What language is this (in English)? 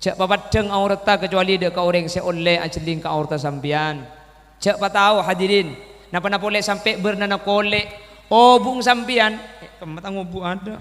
Madurese